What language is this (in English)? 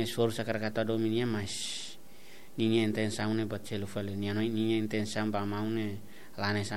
Tetum